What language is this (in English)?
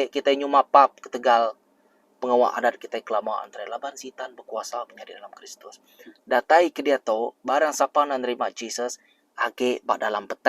Iban